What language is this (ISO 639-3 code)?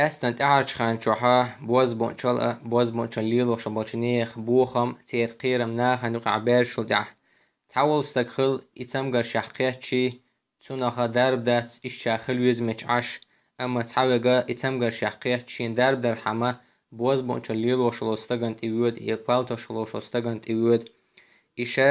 che